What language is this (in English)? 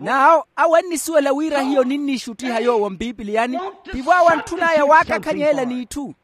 Makhuwa